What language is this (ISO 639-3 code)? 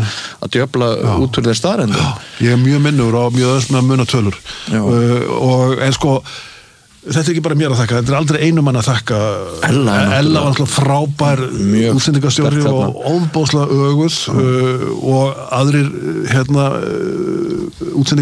isl